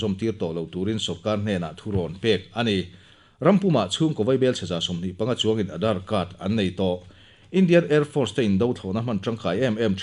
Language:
Mizo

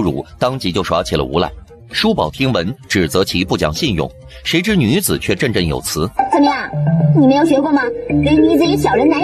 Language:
Chinese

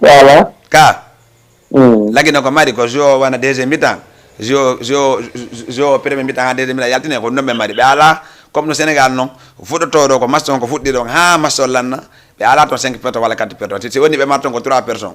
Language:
Fula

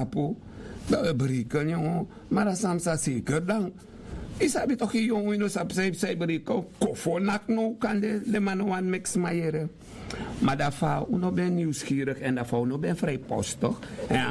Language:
Sranan Tongo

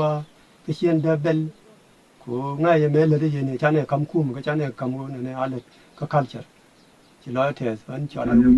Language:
Nuer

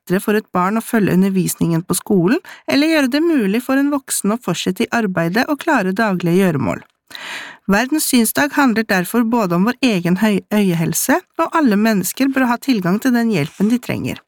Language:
Norwegian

